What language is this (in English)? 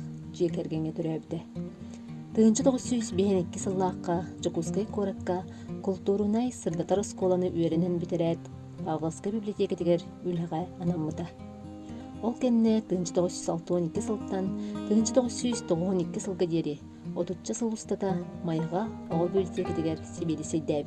Yakut